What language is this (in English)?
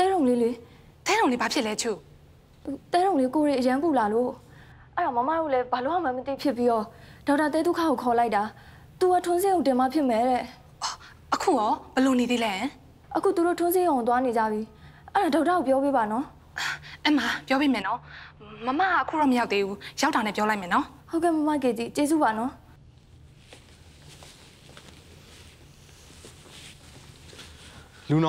Burmese